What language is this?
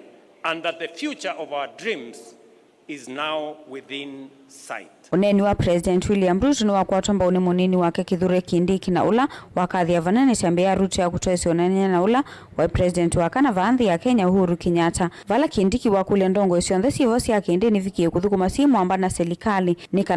Kamba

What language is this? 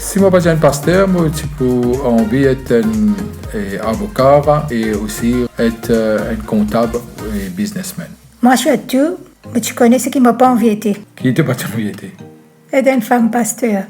Morisyen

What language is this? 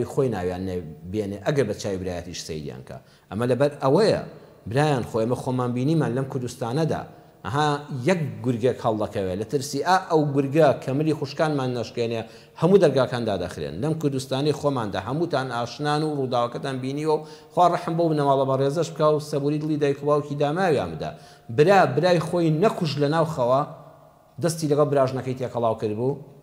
Central Kurdish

